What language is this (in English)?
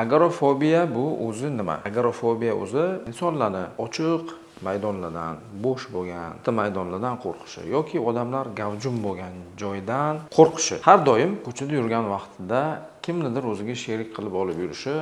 Uzbek